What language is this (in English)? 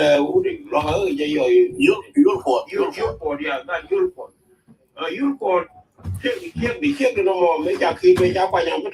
Nuer